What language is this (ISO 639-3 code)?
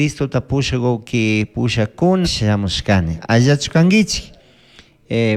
qug